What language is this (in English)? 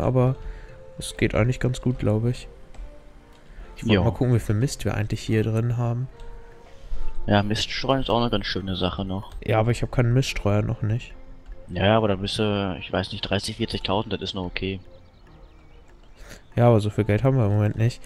German